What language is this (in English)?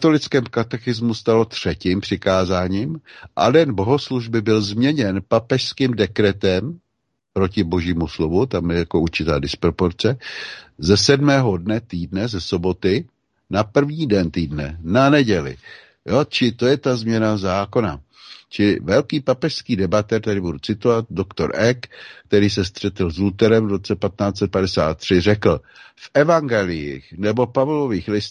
Czech